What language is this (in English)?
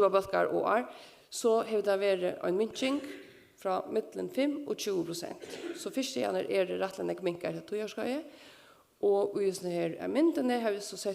Faroese